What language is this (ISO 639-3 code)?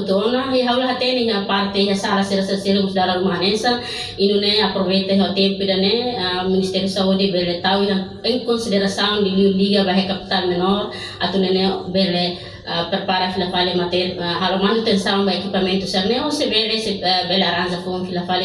tet